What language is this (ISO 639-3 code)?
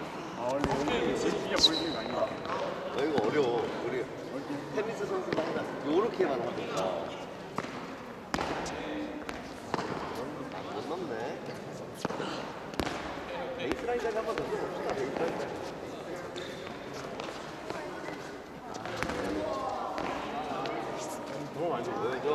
kor